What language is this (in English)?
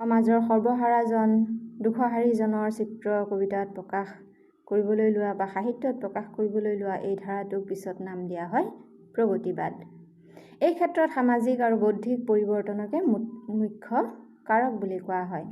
Assamese